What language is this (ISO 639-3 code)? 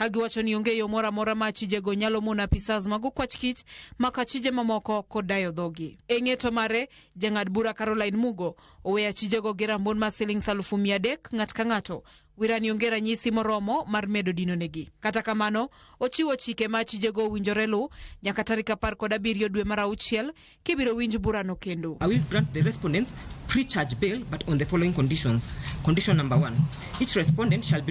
luo